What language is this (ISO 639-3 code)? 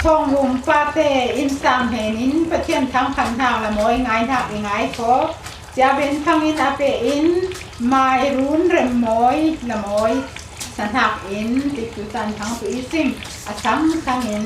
cfm